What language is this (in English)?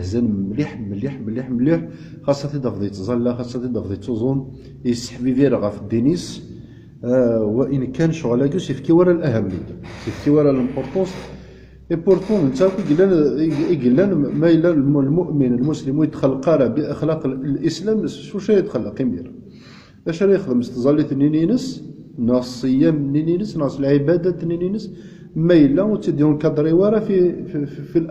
Kabyle